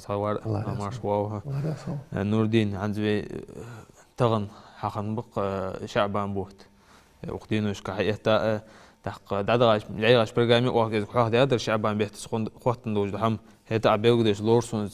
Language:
Ingush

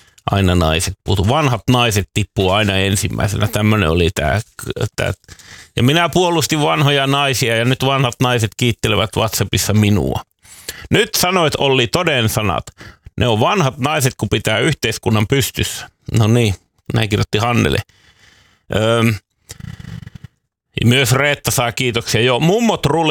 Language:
Finnish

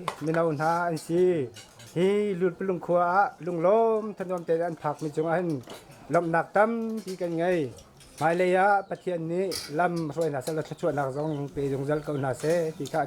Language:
Hakha Chin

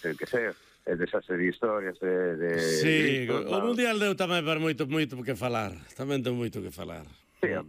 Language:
Galician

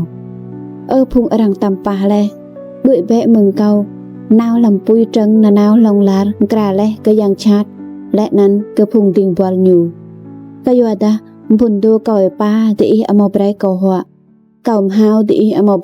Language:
Rade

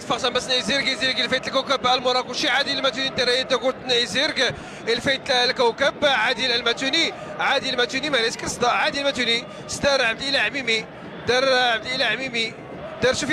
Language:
Moroccan Arabic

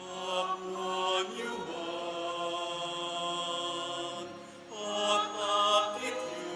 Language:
Pampanga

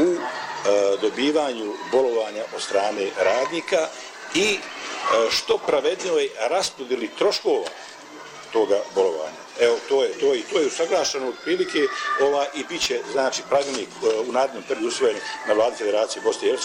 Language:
Bosnian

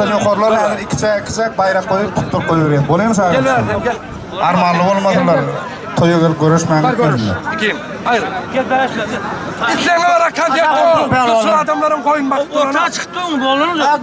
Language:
Turkmen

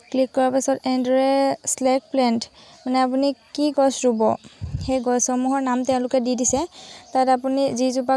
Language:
Assamese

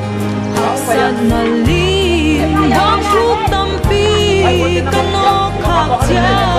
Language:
Tedim Chin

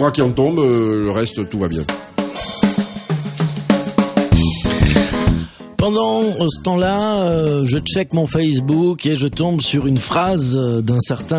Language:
French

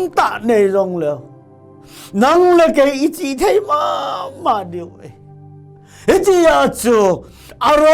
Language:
Thado Chin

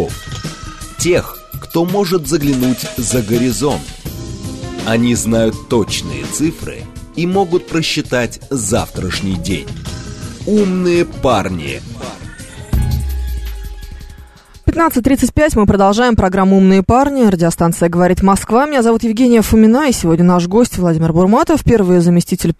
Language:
Russian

